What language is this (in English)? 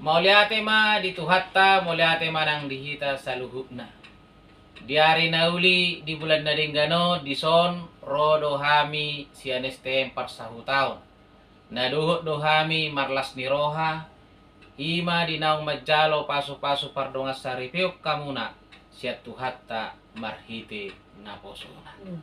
Batak Toba